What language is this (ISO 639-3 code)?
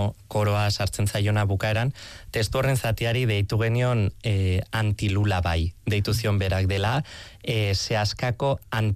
eus